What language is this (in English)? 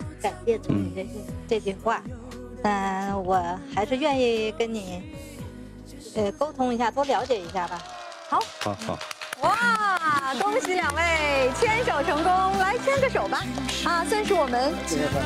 Chinese